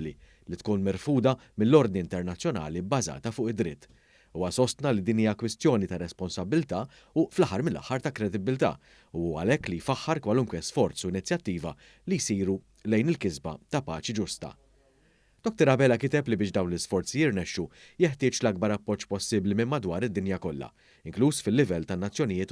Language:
Maltese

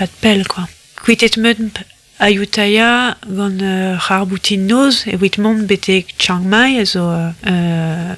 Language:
Breton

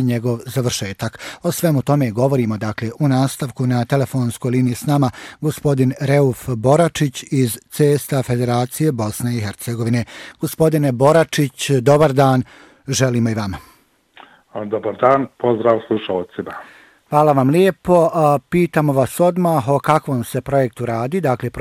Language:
Bosnian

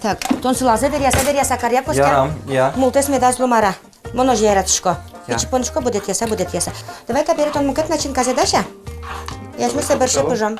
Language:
Udmurt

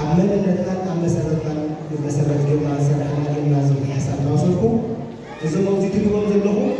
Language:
Tigrinya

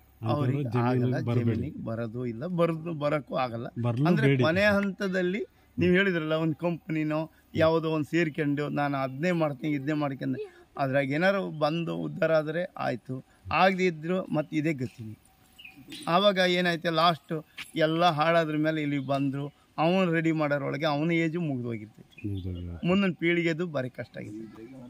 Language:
Kannada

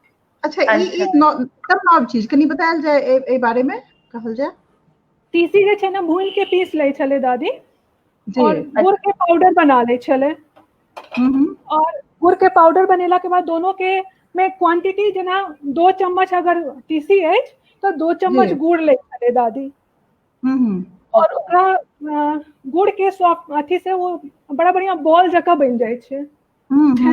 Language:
Maithili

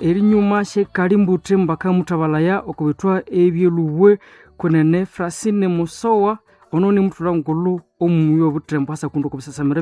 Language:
Nande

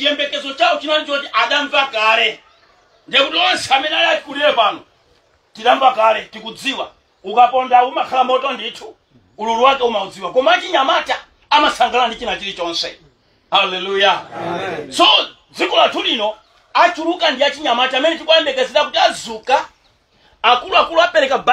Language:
Nyanja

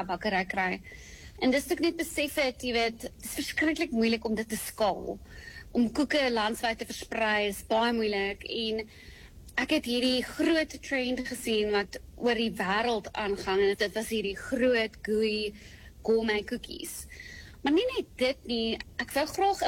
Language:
Afrikaans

